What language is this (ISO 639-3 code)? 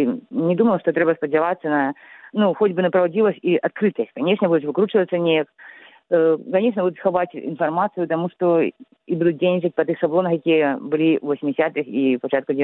bel